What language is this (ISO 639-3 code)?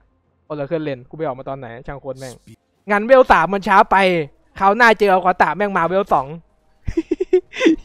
tha